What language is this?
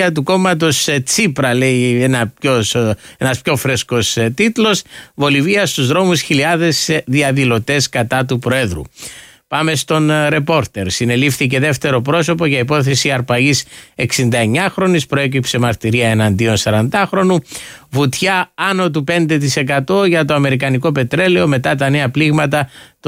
Greek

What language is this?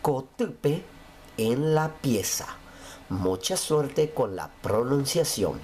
Guarani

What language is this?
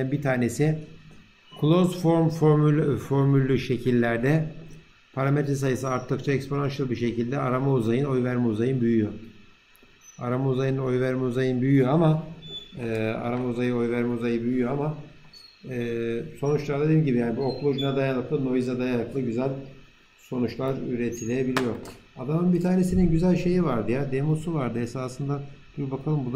Turkish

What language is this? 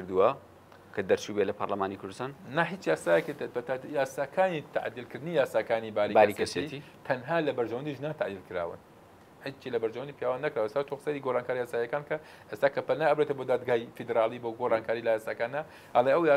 Central Kurdish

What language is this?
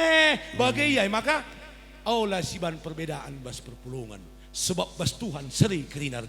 Batak Karo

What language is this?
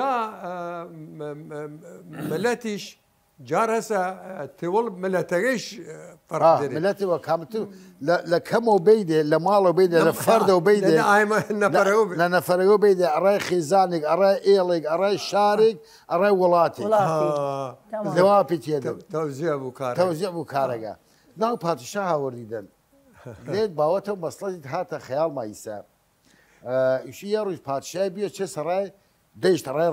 Southern Kurdish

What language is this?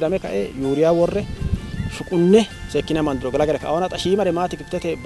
Sidamo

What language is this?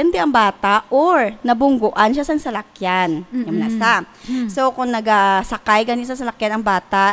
Hiligaynon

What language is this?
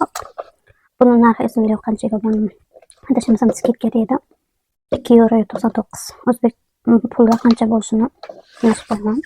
Uzbek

